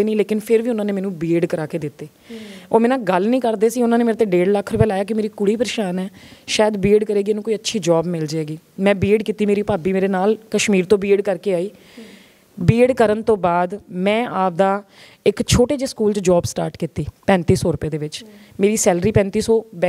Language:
Punjabi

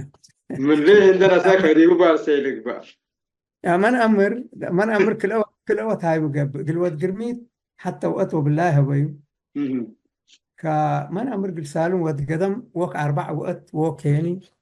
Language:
Tigre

